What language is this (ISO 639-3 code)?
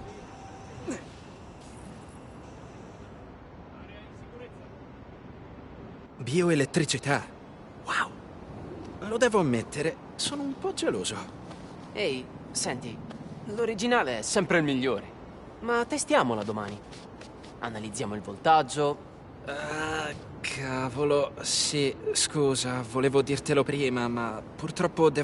ita